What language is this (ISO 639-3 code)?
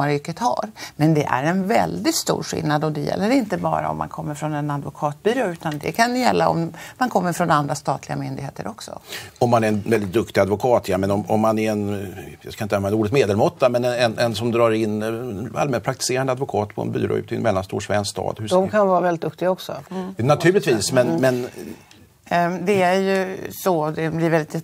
swe